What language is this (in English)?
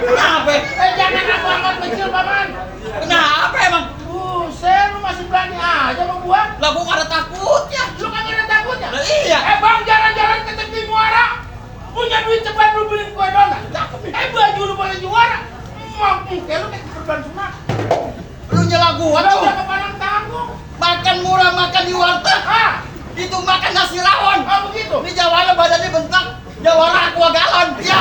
Betawi